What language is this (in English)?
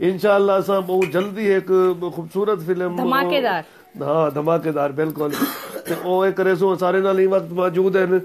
Saraiki